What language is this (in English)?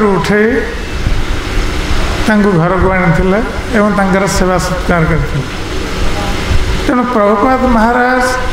Odia